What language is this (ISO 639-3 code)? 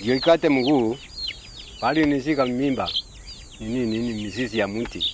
mer